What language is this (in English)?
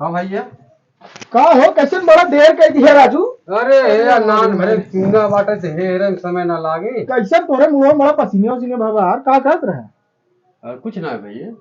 Awadhi